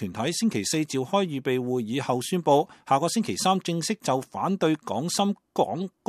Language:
Cantonese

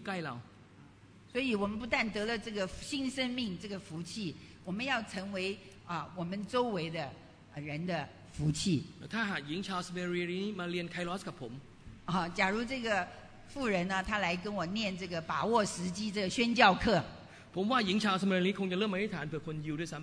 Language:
Thai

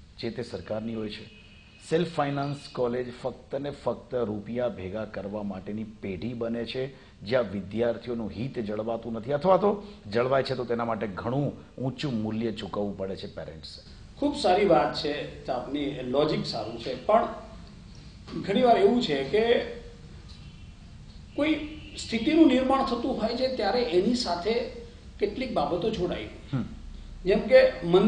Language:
Gujarati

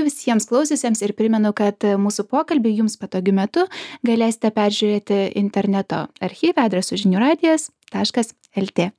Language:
Lithuanian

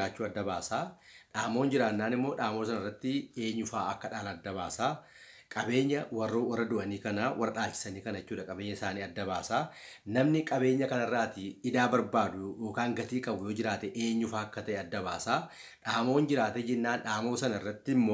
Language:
Oromo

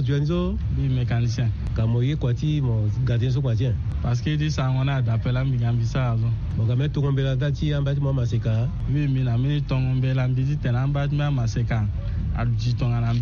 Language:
Sango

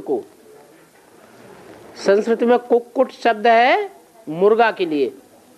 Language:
Hindi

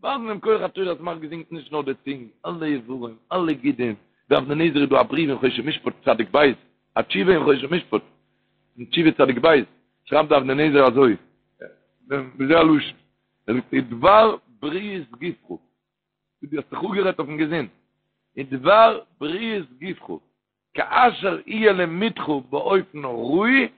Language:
Yiddish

